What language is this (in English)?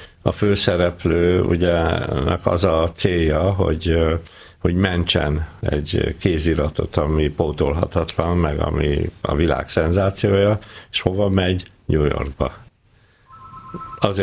Hungarian